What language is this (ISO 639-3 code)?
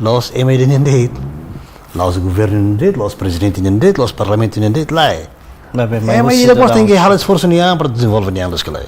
tet